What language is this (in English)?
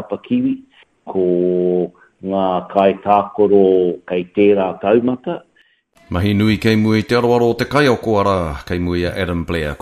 Māori